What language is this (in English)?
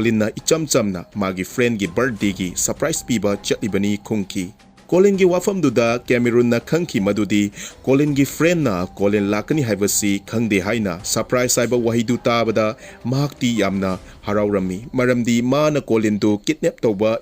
Manipuri